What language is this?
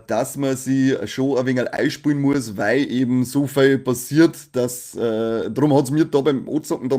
Bavarian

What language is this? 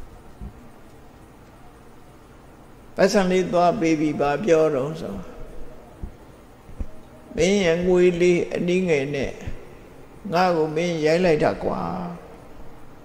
Burmese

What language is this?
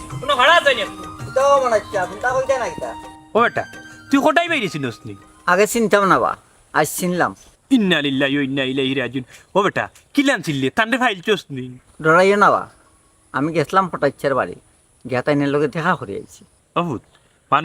Sylheti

